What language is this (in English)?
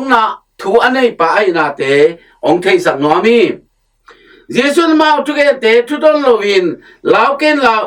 Tedim Chin